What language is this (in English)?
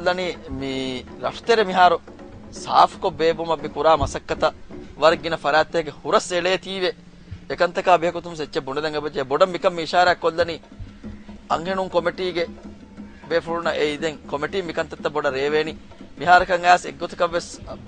Divehi